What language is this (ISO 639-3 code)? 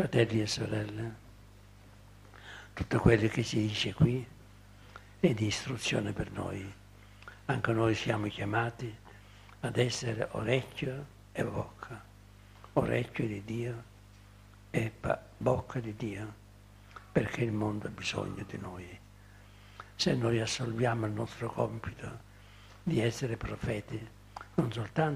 ita